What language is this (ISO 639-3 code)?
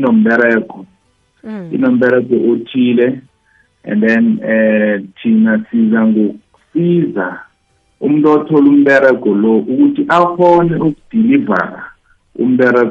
nbl